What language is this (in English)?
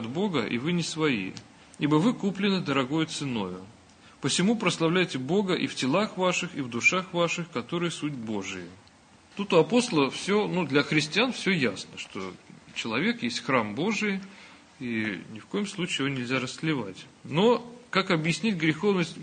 Russian